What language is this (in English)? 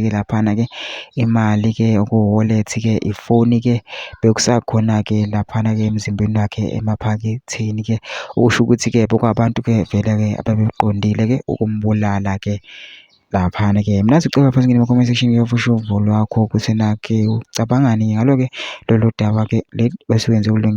Zulu